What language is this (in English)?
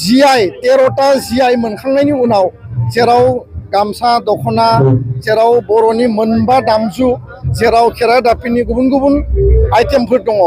Bodo